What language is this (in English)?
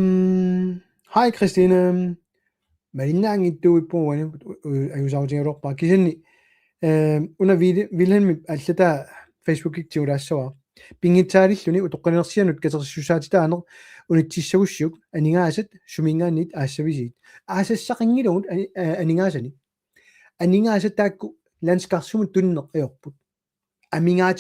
Kalaallisut